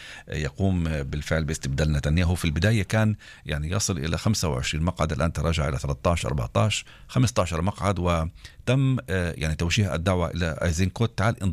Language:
North Levantine Arabic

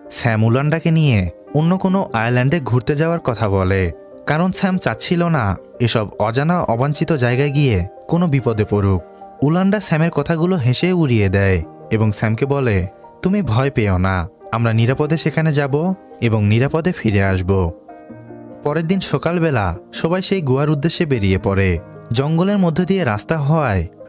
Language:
Bangla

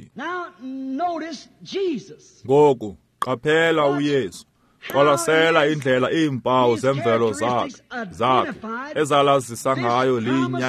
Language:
Xhosa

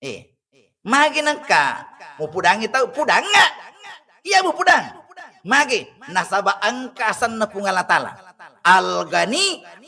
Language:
Buginese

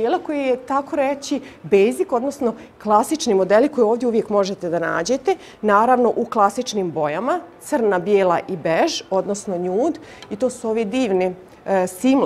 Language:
Bosnian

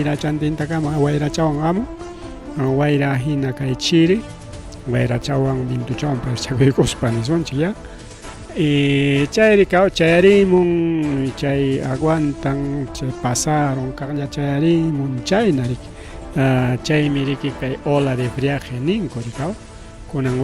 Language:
Ayacucho Quechua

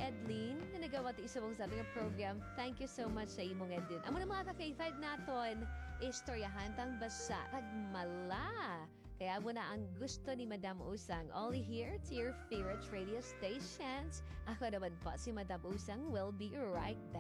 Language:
Hiligaynon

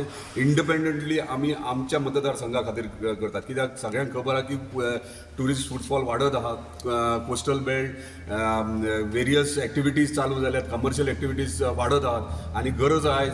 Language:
Konkani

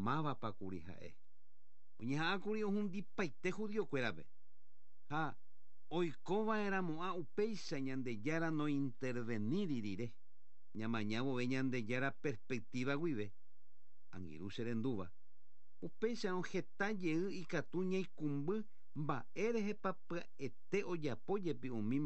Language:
Guarani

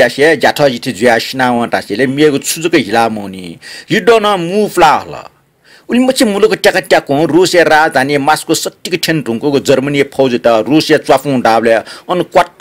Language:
Newari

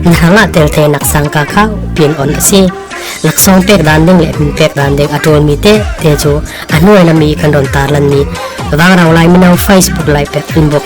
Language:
Falam Chin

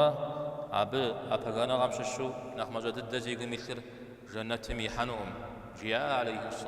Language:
Kabardian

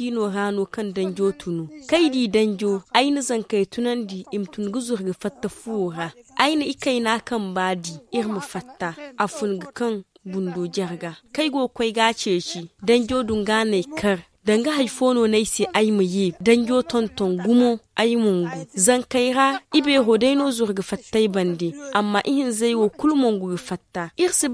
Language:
Zarma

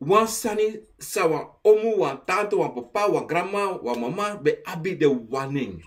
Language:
Sranan Tongo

